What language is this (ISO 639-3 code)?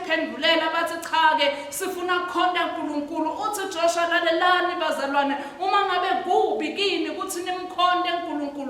ssw